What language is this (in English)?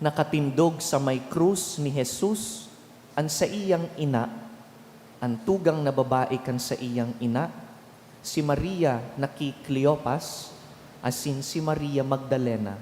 Bikol